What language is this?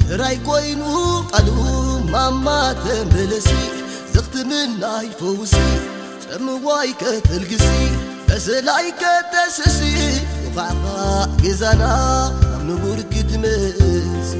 Tigrinya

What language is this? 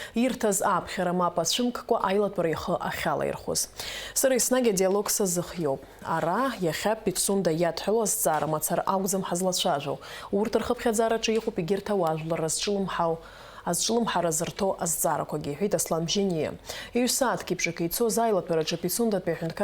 Abkhazian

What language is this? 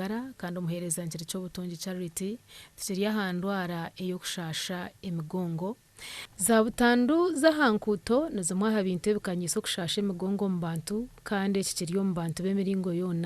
Nyankole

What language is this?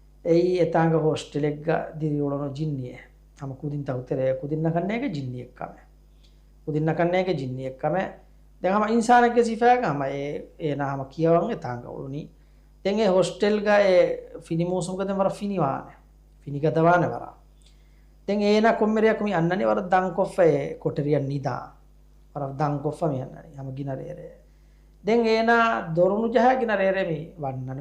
Divehi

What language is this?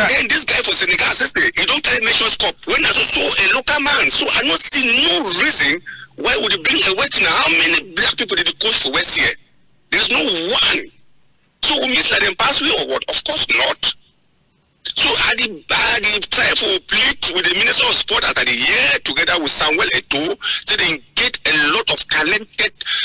Cameroon Pidgin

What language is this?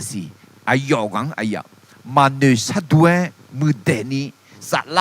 Akha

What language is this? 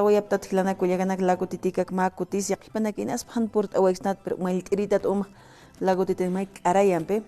Aymara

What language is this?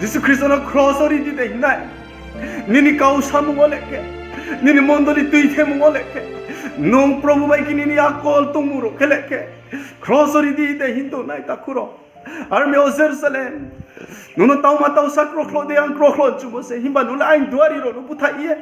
Riang (India)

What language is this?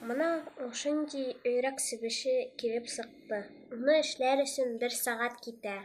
Bashkir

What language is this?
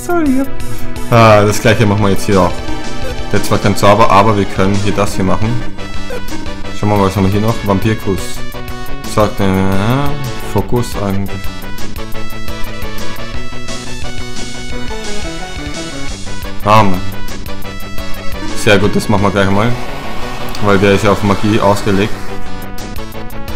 German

